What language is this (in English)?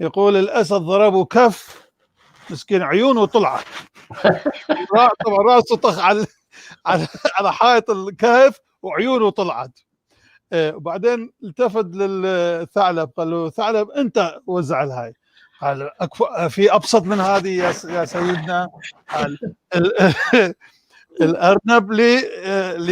North Levantine Arabic